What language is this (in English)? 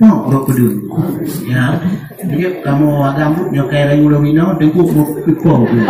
Achinese